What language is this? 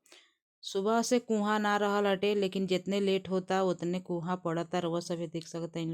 Bhojpuri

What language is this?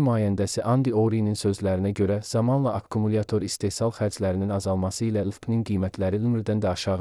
Azerbaijani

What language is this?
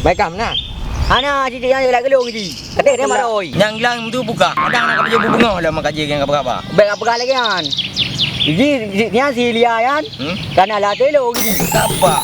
Achinese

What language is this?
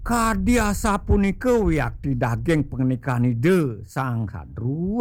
Balinese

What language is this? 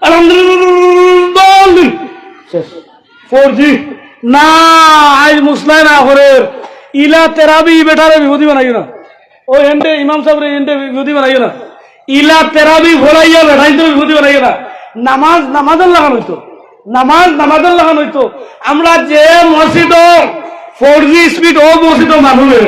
Sylheti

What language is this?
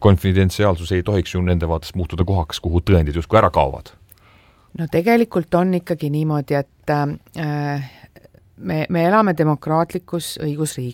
Estonian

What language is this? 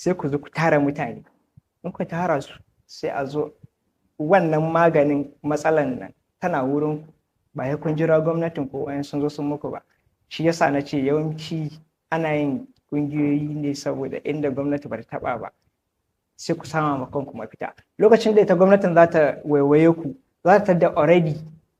Hausa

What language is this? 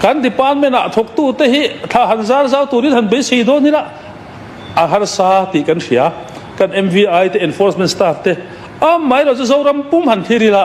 Mizo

